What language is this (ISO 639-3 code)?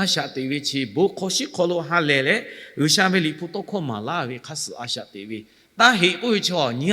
lhu